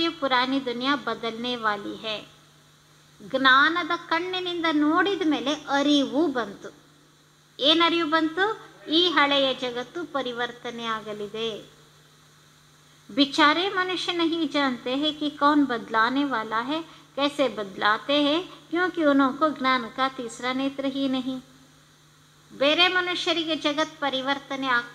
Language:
Kannada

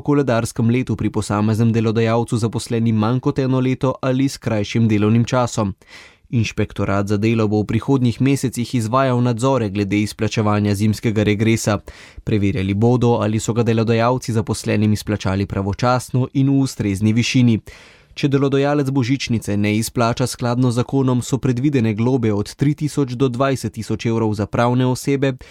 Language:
Slovenian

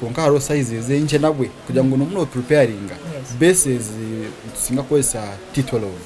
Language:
Nyankole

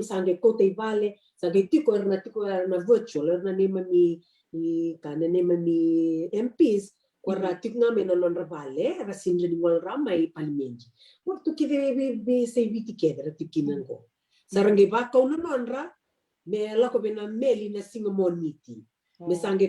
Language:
Fijian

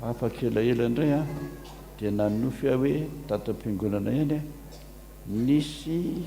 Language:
Malagasy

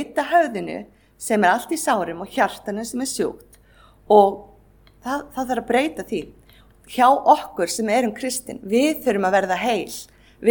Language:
Icelandic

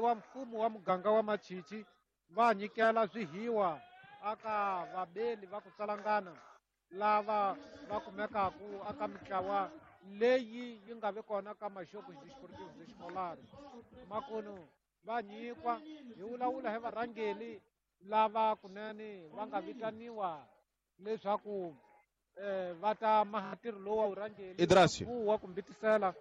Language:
Tsonga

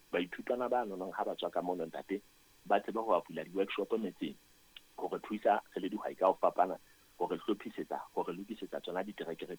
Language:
Southern Sotho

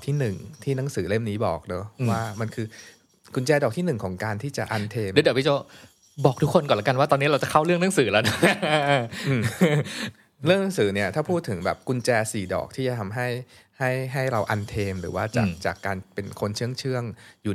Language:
Thai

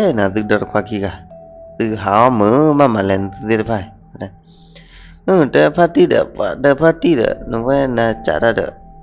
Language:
S'gaw Karen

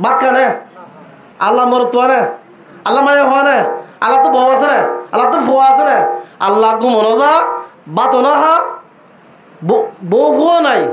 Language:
Rohingya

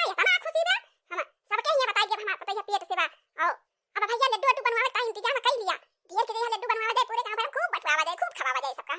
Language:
Awadhi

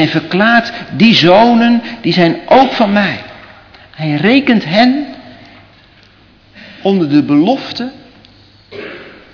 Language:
Dutch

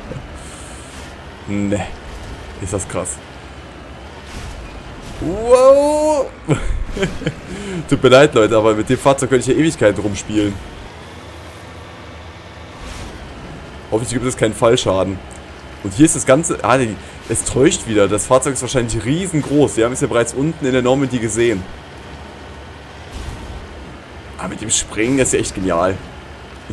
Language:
German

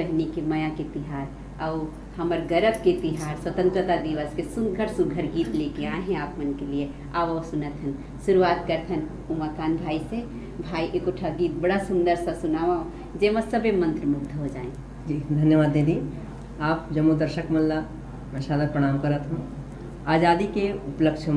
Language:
Chhattisgarhi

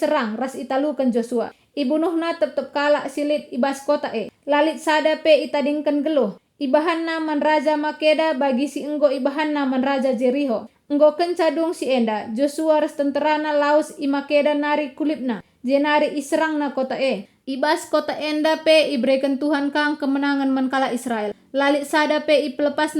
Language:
Batak Karo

